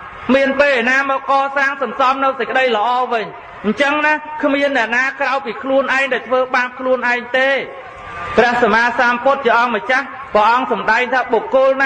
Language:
Khmer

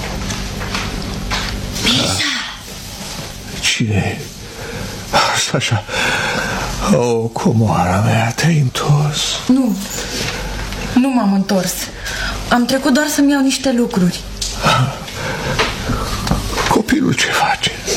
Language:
Romanian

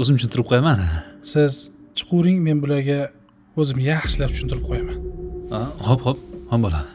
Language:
Uzbek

